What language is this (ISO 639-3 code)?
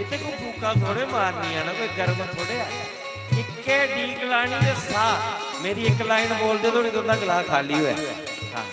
doi